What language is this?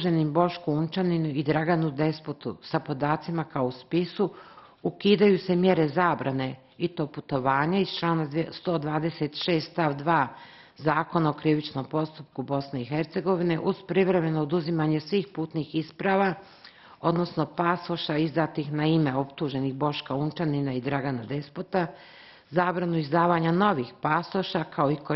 Bosnian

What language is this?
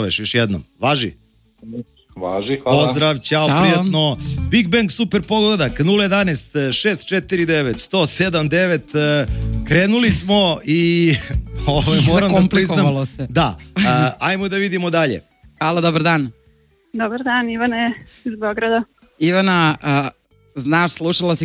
Serbian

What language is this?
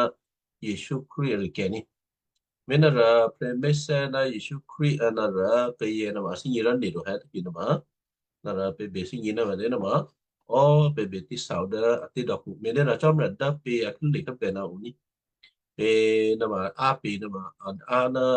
Western Kayah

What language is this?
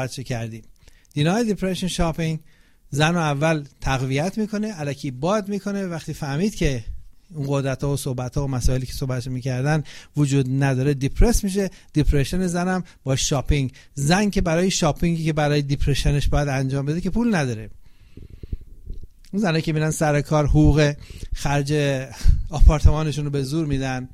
Persian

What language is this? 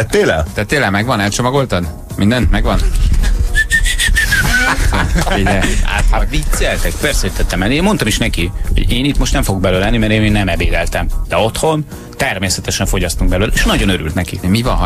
Hungarian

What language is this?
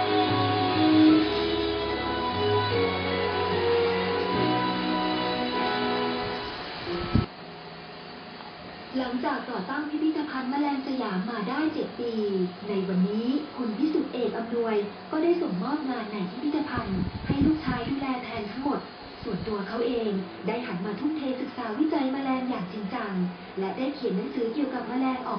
Thai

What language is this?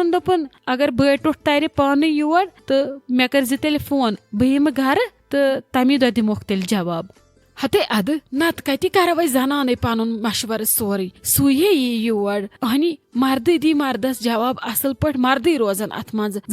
Kashmiri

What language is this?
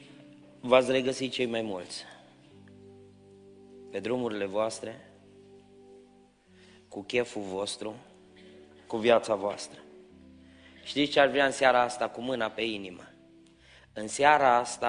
Romanian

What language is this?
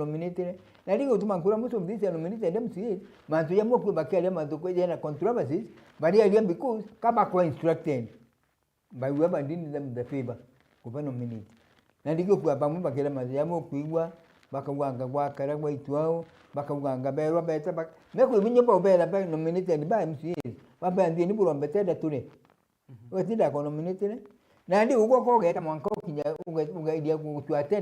Meru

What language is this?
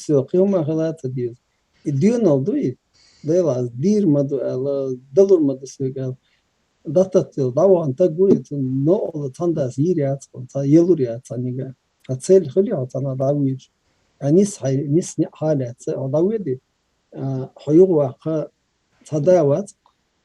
Chechen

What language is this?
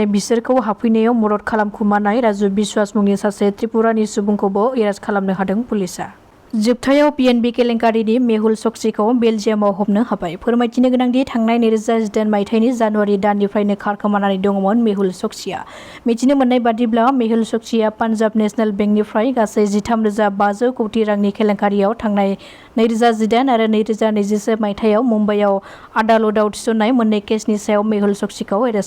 Bodo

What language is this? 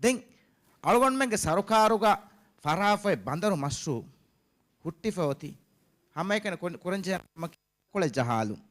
Divehi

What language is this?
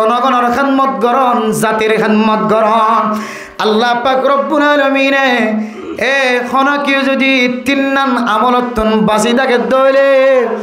Rohingya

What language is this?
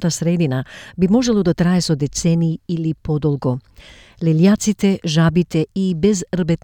Macedonian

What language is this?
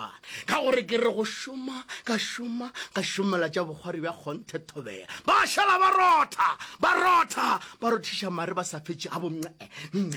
Northern Sotho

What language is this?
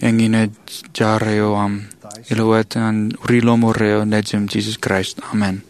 Marshallese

